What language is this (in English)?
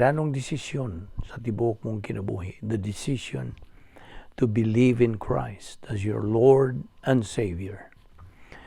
Cebuano